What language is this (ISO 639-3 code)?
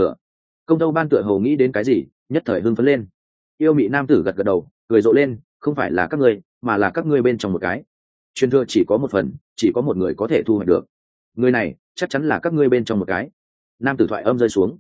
vie